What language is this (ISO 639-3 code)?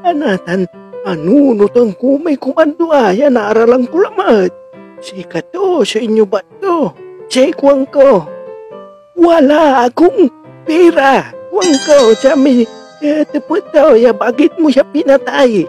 pag